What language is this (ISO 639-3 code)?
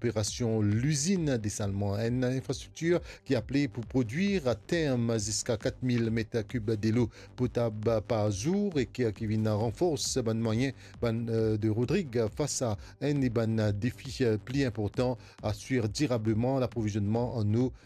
mfe